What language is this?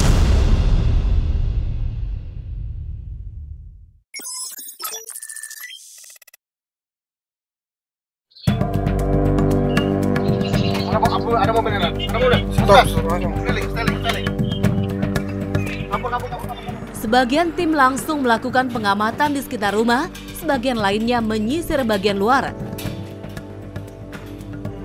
Indonesian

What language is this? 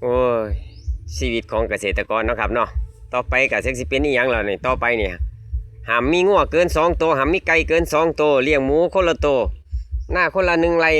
Northeastern Thai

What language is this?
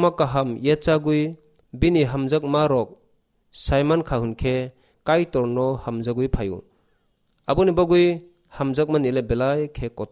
Kok Borok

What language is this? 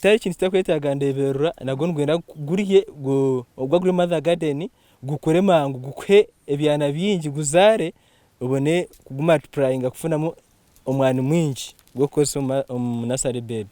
Nyankole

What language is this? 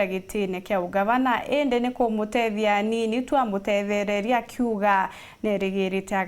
Meru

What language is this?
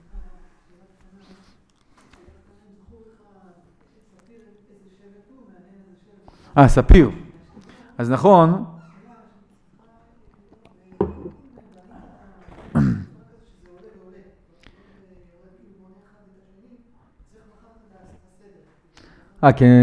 Hebrew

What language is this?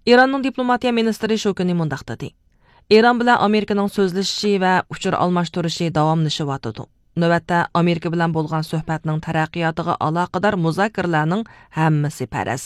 Uyghur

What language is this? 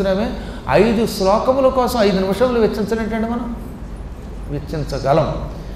Telugu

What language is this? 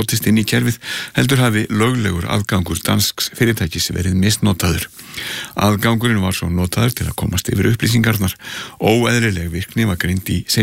Icelandic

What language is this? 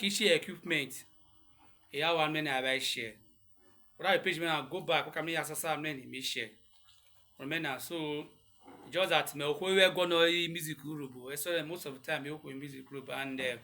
Urhobo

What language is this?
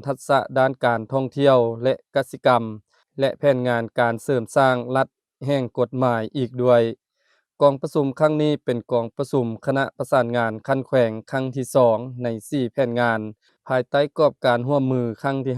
Lao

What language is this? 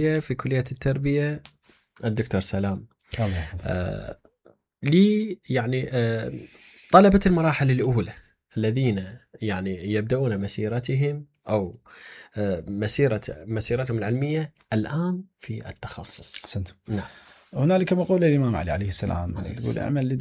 Mesopotamian Arabic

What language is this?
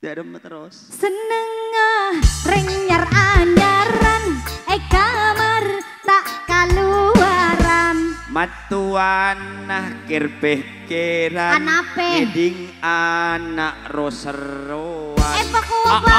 Madurese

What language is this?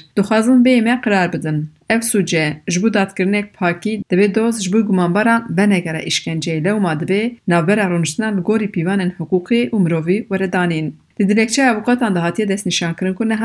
Kurdish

